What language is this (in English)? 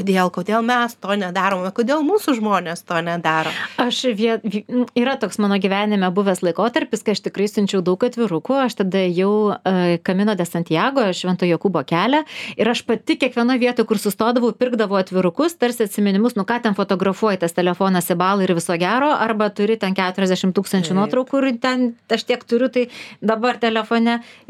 Lithuanian